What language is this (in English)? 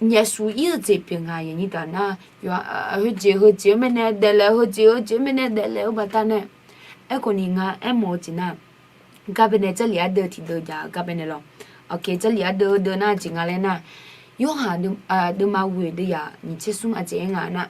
Akha